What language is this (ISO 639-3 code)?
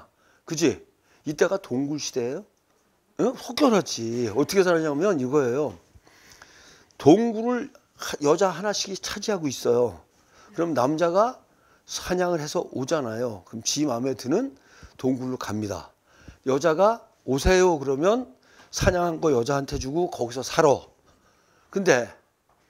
kor